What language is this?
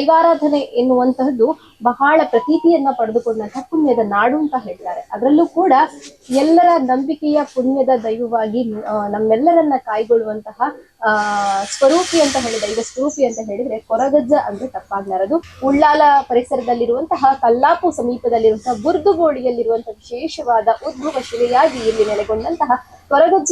Tulu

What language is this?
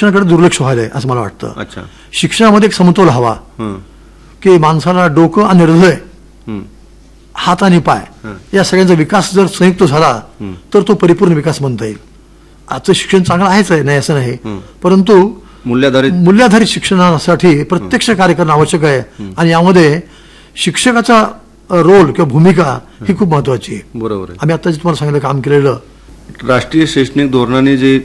Marathi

